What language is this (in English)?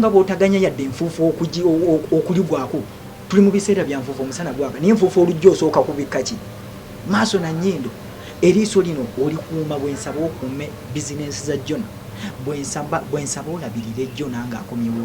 Ganda